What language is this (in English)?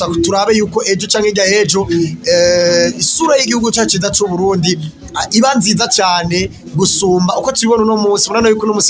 Rundi